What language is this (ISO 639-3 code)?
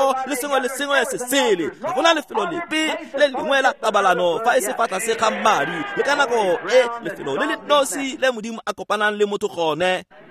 tsn